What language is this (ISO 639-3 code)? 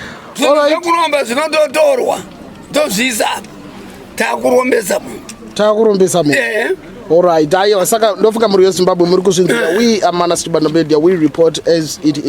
sna